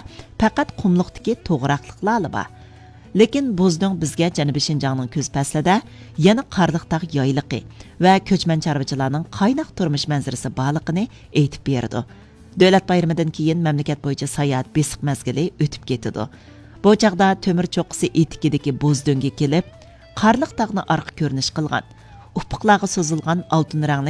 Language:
Uyghur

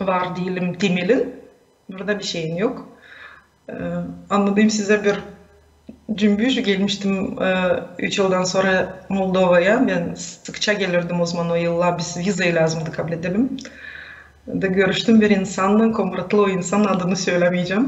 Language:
Gagauz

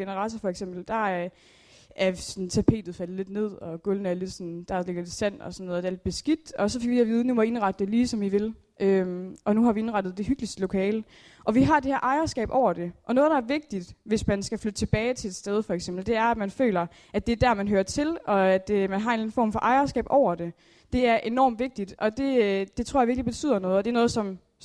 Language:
Danish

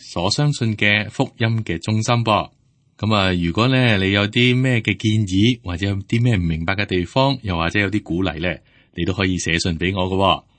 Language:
Cantonese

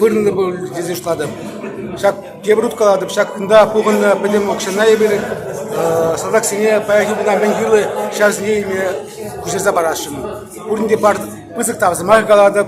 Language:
Chuvash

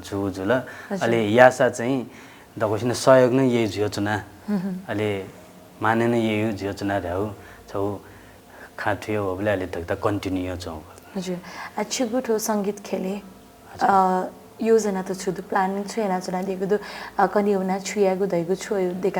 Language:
Newari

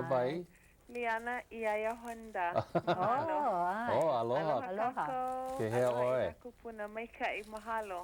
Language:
Hawaiian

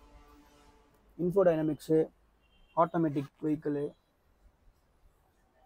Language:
Tamil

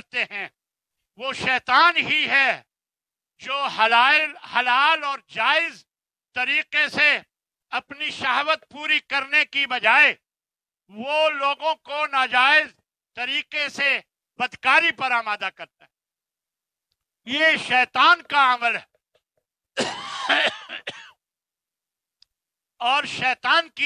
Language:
Urdu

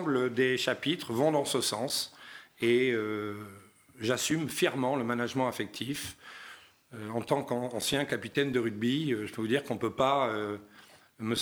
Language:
French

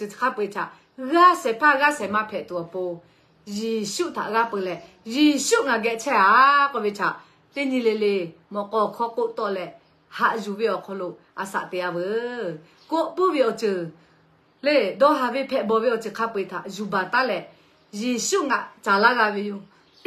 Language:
Lahu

